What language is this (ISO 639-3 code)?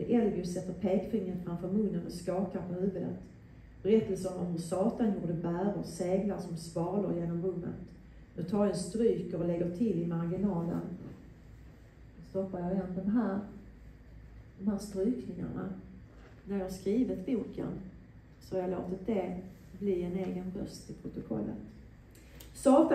swe